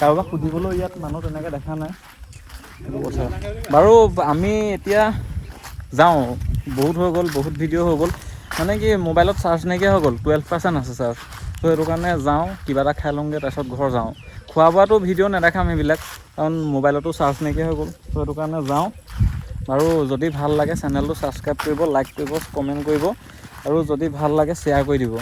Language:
Assamese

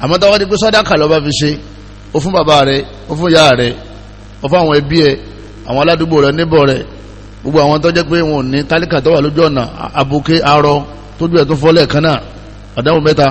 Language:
Yoruba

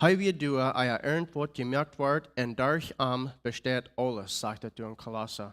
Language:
Plautdietsch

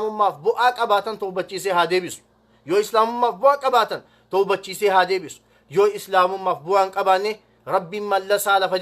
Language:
Oromo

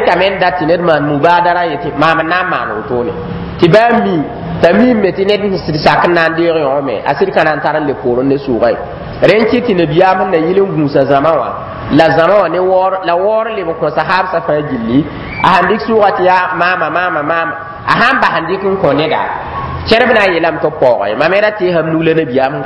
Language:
Mossi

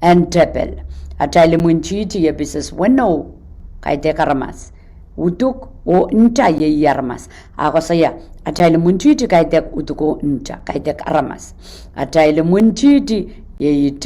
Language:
Pohnpeian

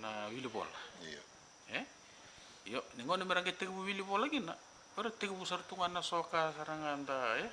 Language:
Fijian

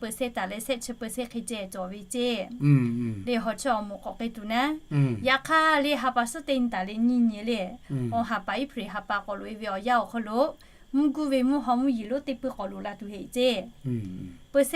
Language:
Lahu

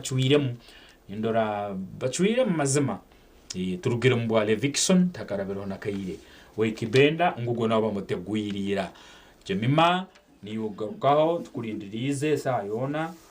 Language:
Nyankole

